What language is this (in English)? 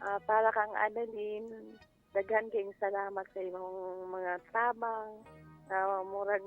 Cebuano